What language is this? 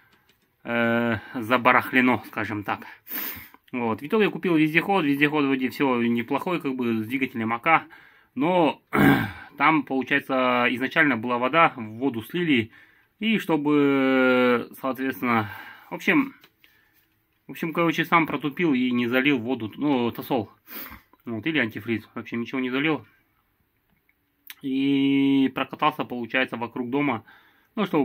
Russian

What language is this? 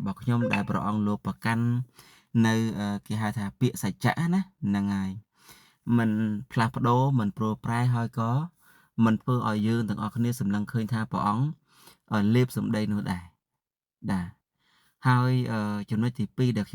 Khmer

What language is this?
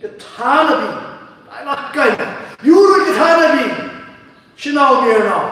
Tangkhul Naga (India)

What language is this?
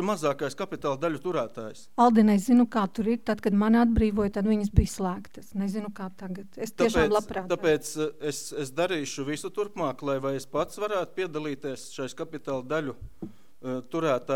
Latvian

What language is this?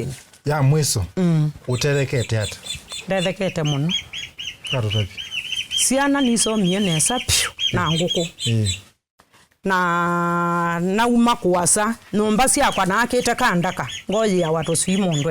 Kamba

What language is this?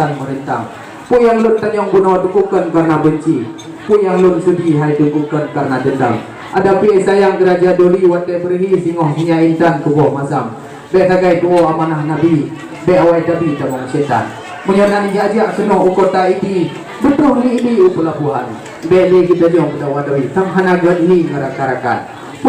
Achinese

